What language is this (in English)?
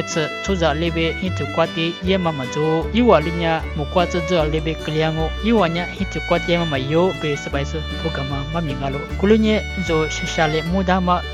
Lisu